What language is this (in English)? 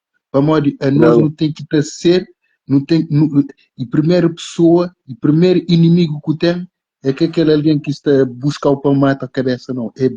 Kabuverdianu